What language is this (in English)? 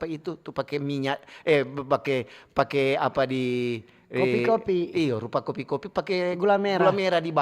Manado Malay